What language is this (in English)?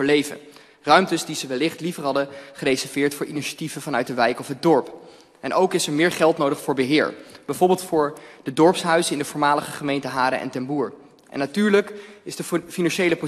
Dutch